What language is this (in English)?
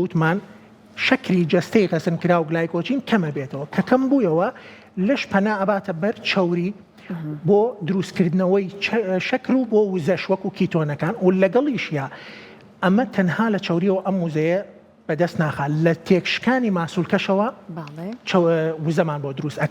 Central Kurdish